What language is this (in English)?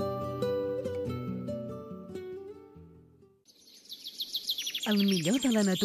Catalan